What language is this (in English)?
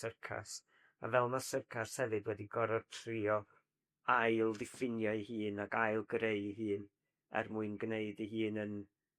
Welsh